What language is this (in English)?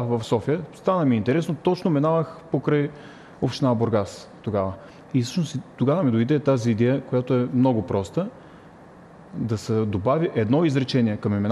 Bulgarian